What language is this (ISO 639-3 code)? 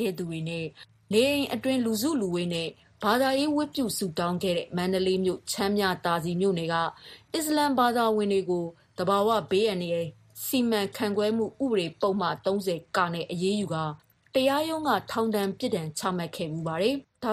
mya